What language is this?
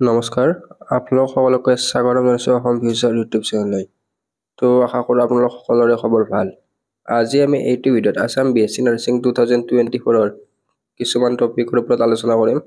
Assamese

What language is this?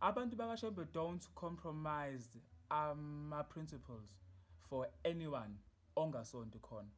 Zulu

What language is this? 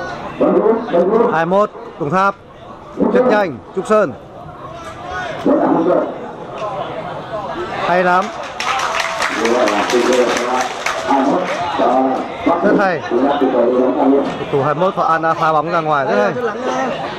Vietnamese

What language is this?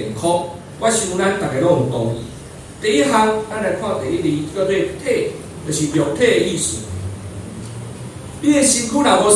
Min Nan Chinese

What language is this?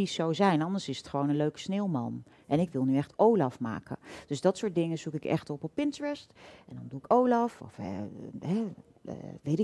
Dutch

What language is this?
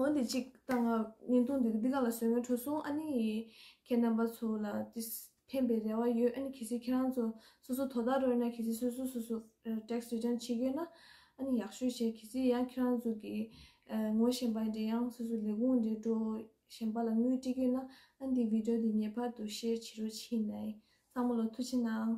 Tibetan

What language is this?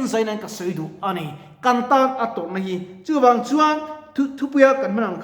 Mizo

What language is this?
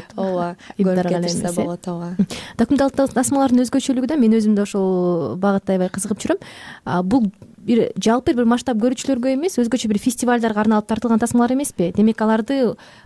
Kyrgyz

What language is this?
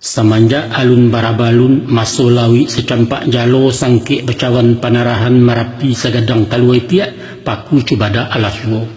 Minangkabau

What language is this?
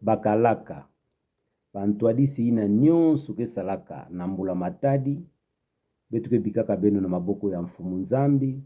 Kituba (Democratic Republic of Congo)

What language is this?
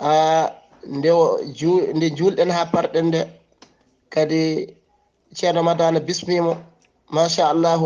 Fula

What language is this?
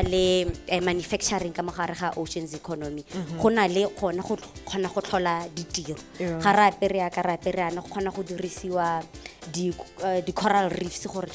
Tswana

